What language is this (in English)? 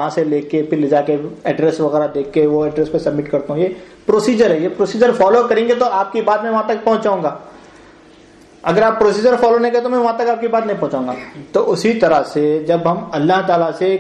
Urdu